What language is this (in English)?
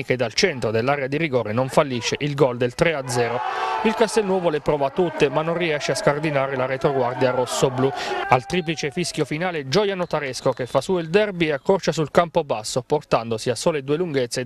Italian